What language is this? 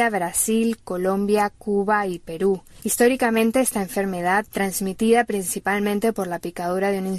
Spanish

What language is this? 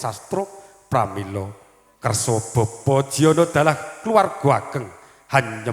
Javanese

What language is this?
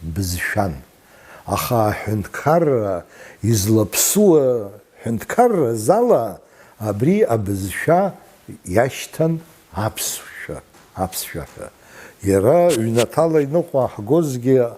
Abkhazian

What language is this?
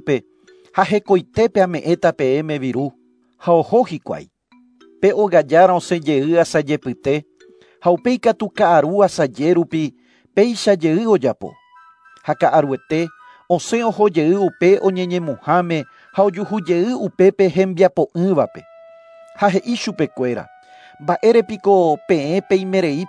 Guarani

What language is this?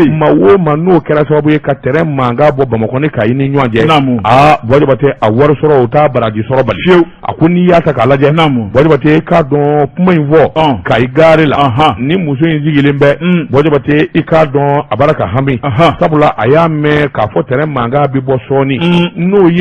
Bambara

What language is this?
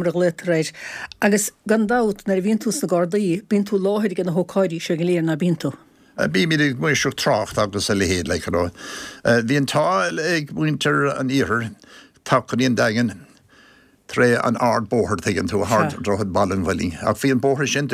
Irish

